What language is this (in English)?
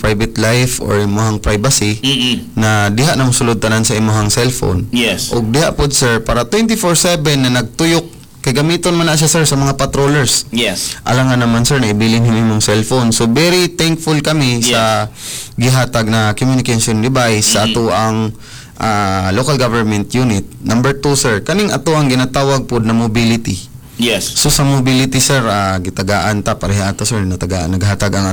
Cebuano